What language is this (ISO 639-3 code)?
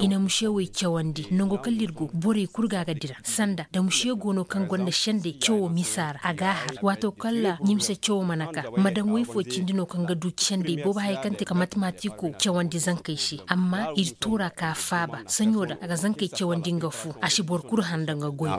ses